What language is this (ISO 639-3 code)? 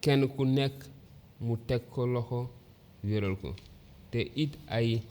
wol